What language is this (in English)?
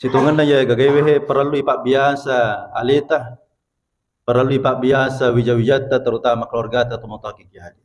Buginese